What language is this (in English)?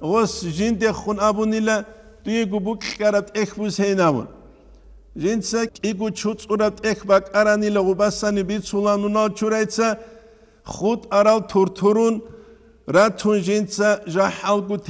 Avaric